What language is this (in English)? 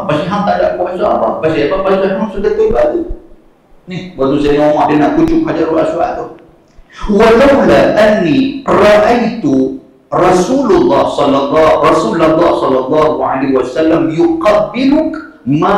Malay